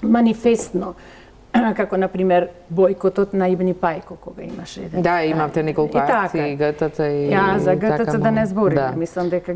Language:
Macedonian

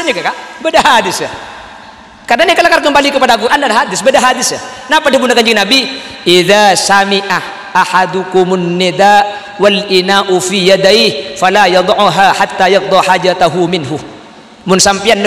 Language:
Madurese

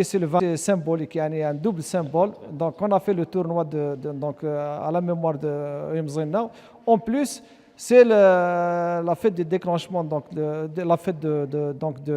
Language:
Kabyle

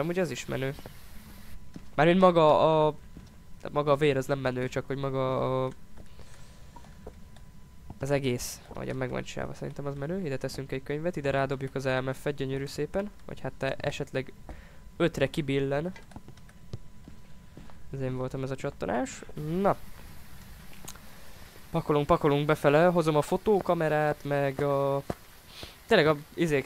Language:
Hungarian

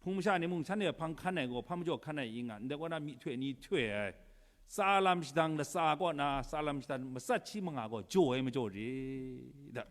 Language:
Kachin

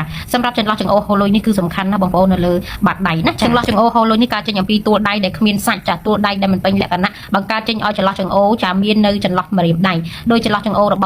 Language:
Khmer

